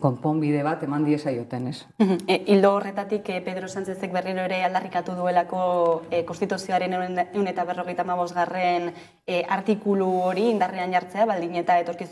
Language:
Basque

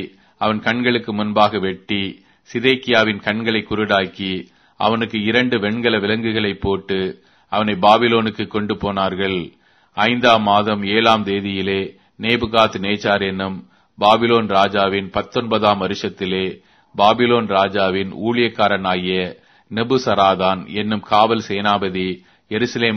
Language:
Tamil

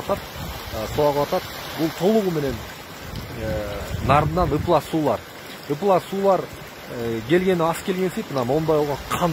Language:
Kyrgyz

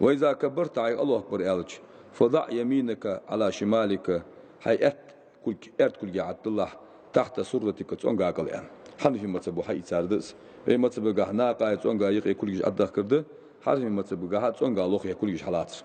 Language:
Ingush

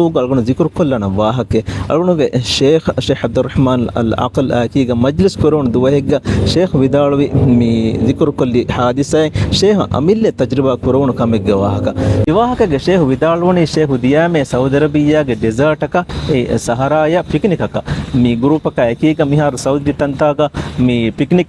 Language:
Divehi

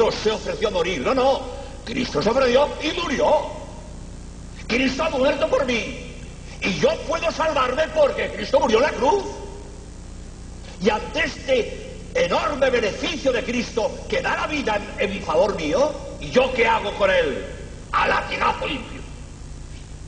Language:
Spanish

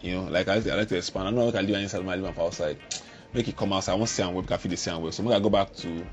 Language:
Nigerian Pidgin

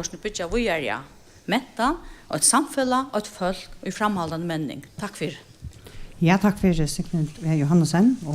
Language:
Faroese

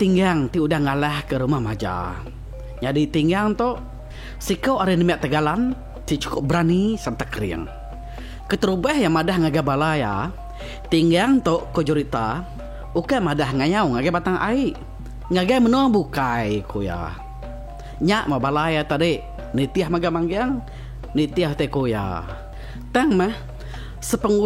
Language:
Iban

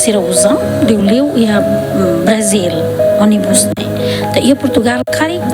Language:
Tetum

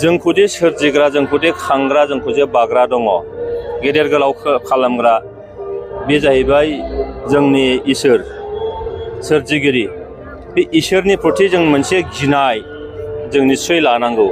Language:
Bodo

